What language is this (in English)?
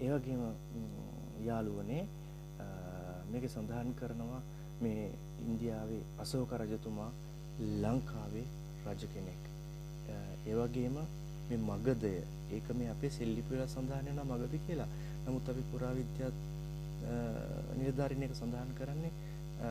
Sinhala